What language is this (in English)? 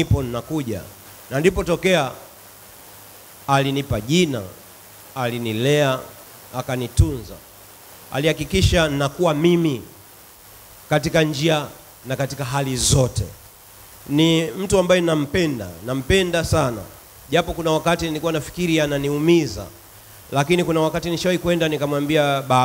Swahili